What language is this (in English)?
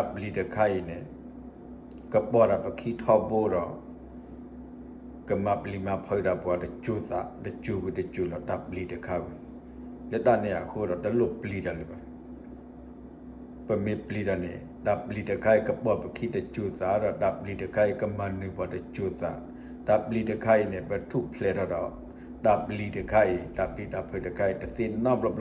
S'gaw Karen